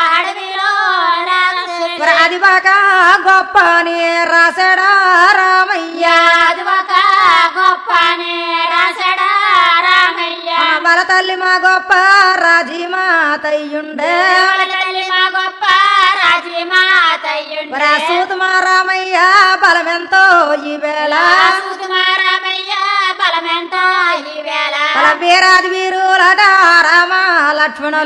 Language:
Telugu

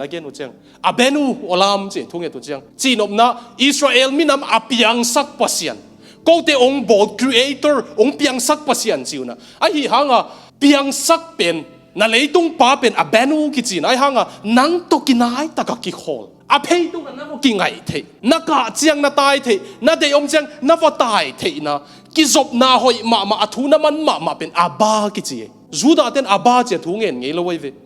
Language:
Tedim Chin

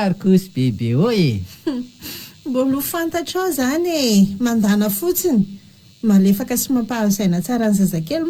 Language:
Malagasy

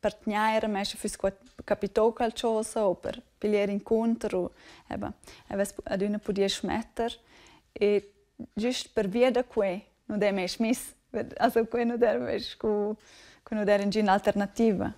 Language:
Romansh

